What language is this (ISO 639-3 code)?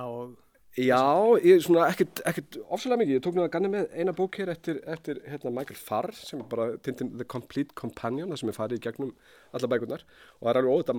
isl